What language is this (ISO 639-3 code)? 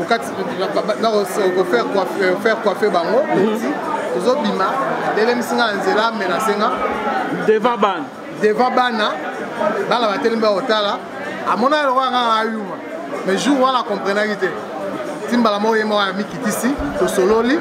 lin